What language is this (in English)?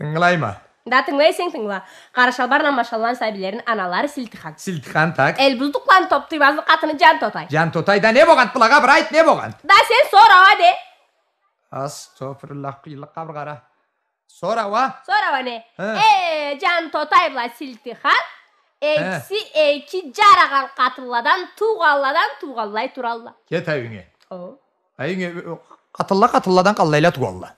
Karachay-Balkar